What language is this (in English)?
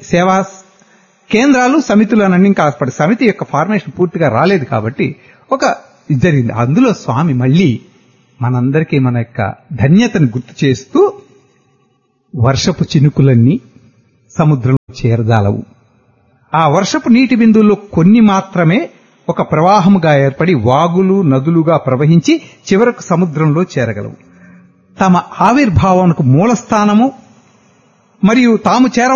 Telugu